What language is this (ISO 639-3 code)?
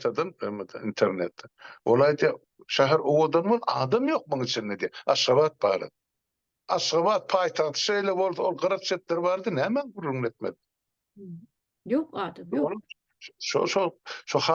tuk